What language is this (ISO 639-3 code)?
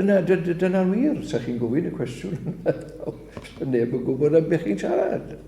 cym